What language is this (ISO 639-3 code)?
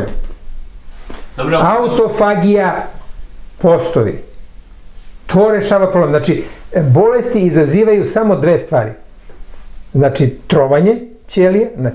srp